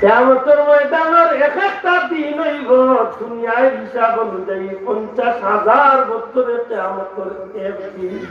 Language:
Sylheti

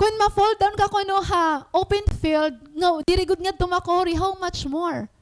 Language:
Waray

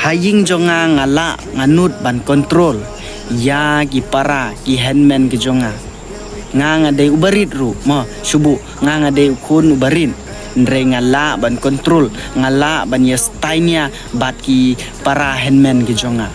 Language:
Khasi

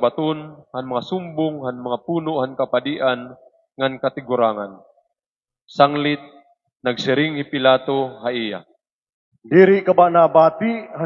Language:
Waray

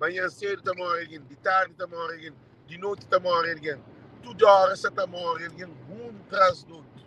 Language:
Kabuverdianu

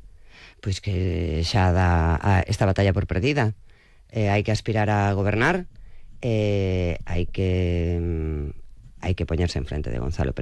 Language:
Galician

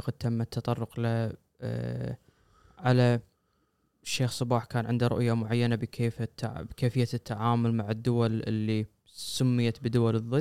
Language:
Gulf Arabic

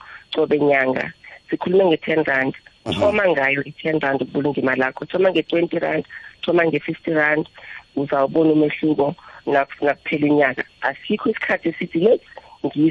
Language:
South Ndebele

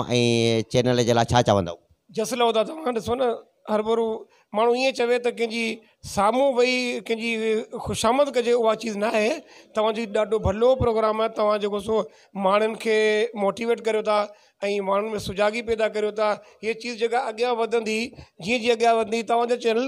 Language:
Sindhi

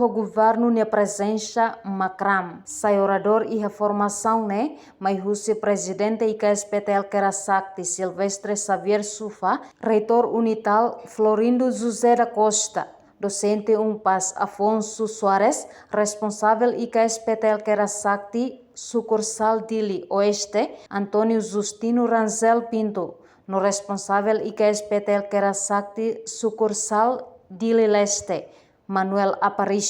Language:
Tetum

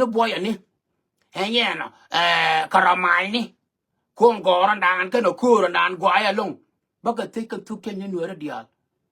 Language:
Nuer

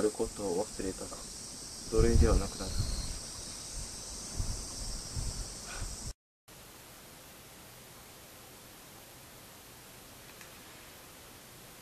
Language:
Japanese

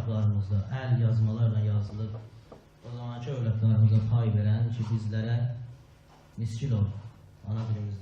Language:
South Azerbaijani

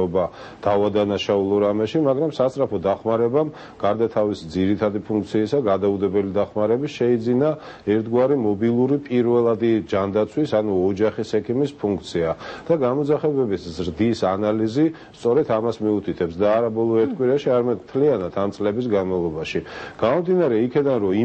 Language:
Georgian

